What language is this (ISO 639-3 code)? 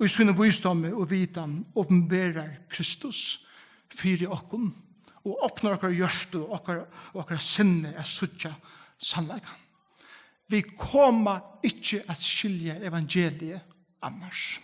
fao